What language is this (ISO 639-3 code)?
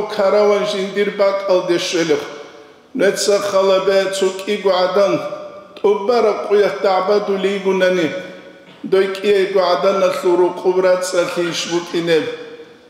ava